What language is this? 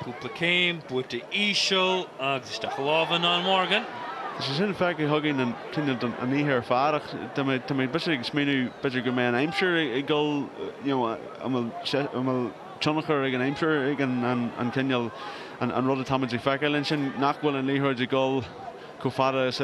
Irish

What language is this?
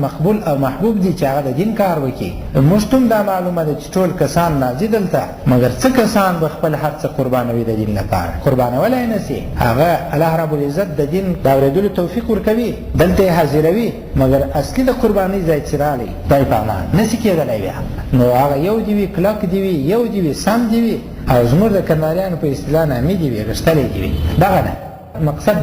Pashto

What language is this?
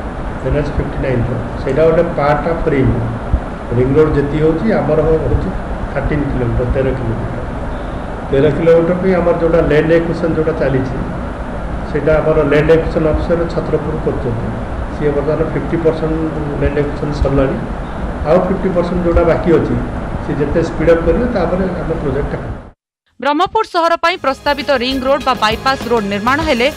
Odia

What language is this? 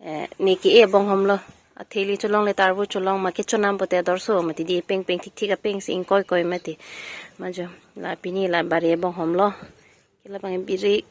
Karbi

